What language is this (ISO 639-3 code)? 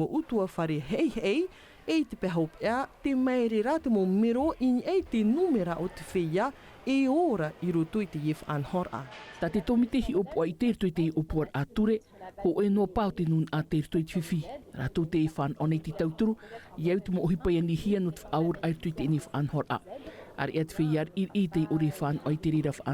tah